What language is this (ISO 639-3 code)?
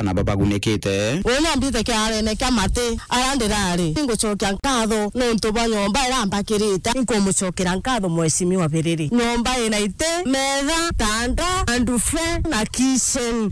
mer